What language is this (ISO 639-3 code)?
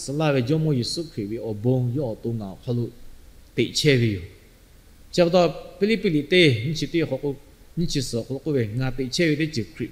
lhu